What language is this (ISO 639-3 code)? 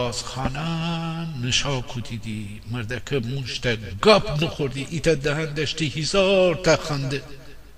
glk